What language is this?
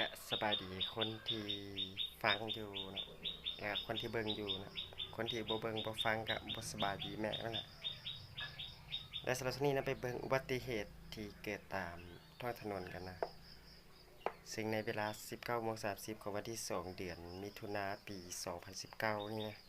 Lao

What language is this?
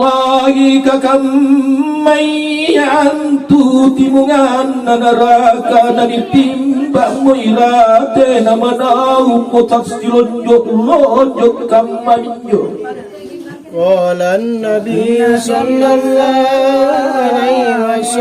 Makasar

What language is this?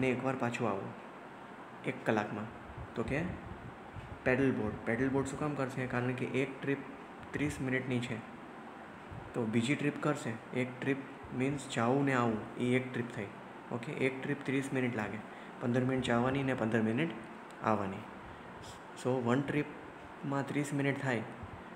Gujarati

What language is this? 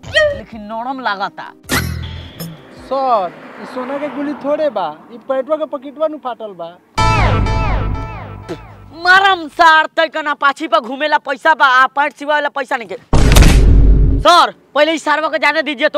Bhojpuri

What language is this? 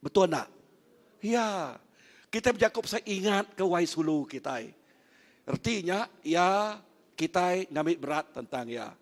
Iban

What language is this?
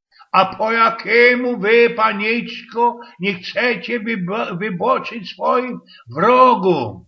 Silesian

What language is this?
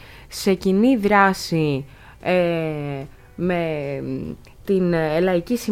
Greek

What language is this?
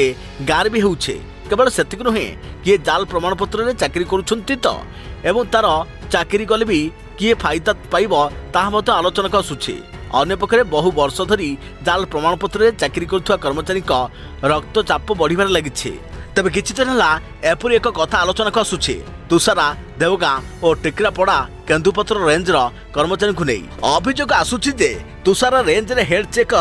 Odia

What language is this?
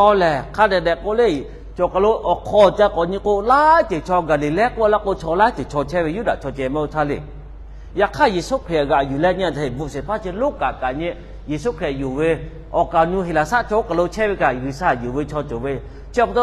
Lahu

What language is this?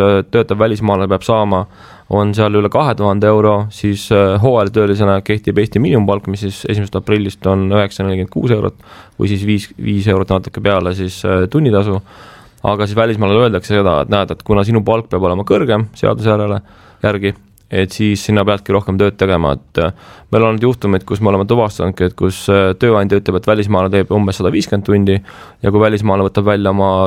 Estonian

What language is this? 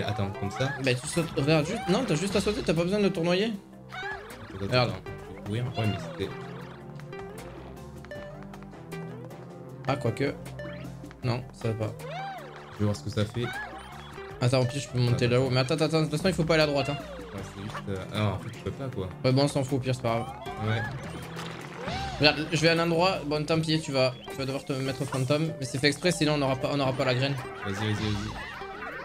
French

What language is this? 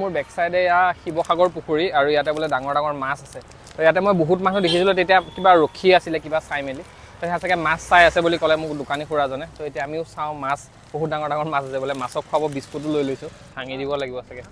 Assamese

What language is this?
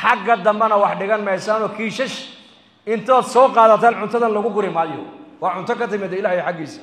Somali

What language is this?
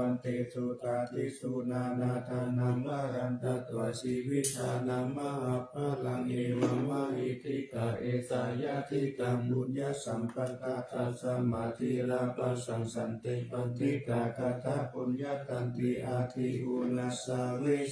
Pali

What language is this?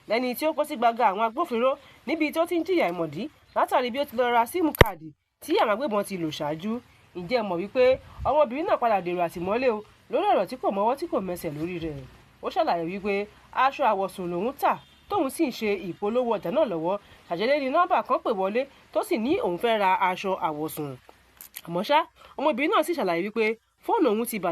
Yoruba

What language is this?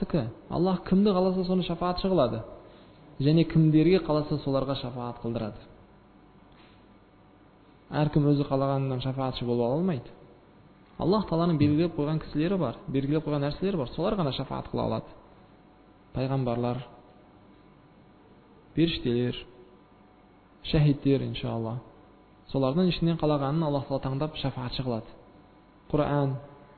Kazakh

